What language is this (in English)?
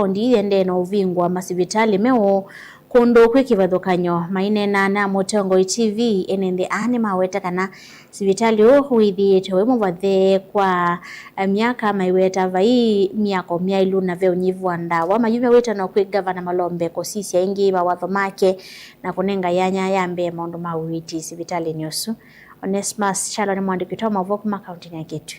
Kamba